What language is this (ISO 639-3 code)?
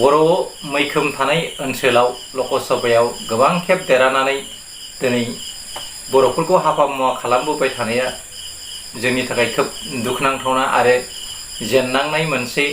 brx